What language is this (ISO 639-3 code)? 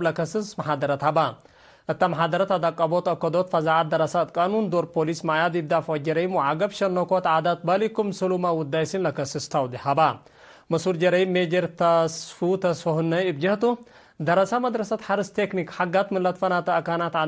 tig